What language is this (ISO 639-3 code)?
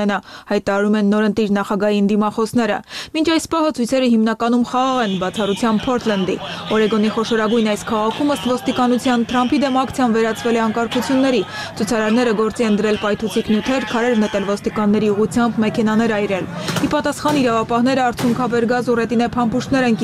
hye